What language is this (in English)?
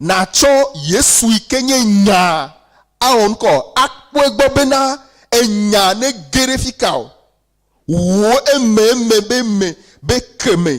Ewe